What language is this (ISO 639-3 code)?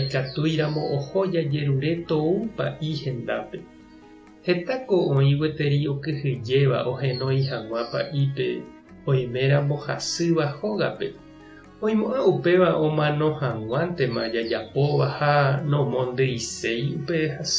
grn